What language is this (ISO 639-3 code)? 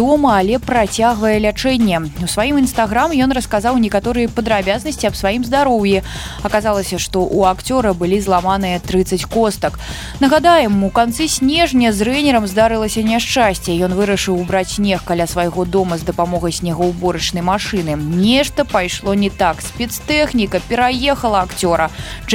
bel